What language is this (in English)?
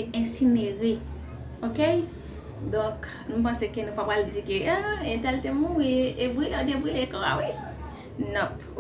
Haitian Creole